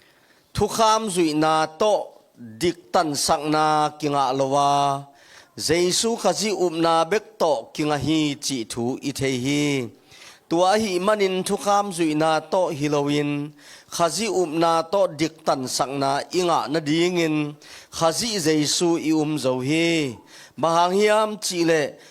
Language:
Tedim Chin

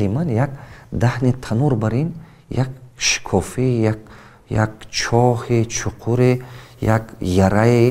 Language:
Tajik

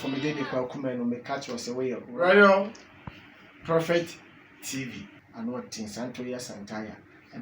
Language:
Akan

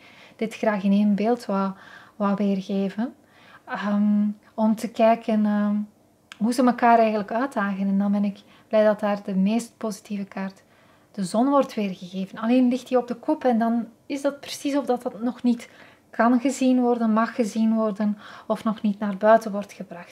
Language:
Dutch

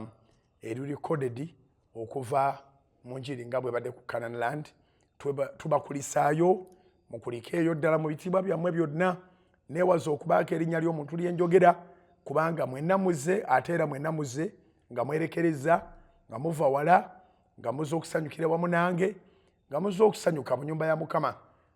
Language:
Ganda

